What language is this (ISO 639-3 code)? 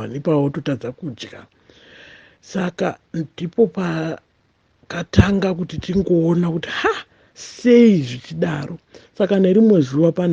sna